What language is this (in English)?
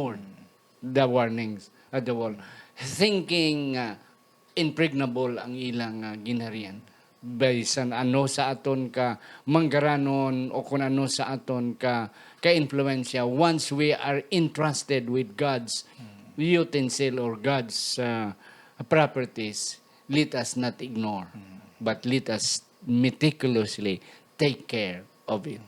Hiligaynon